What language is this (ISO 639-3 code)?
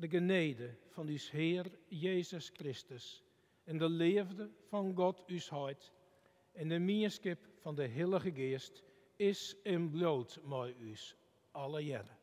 fry